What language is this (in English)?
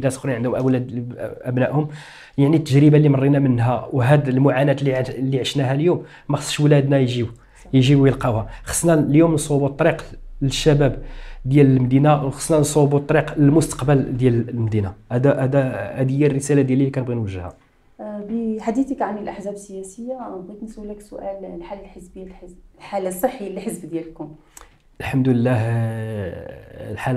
Moroccan Arabic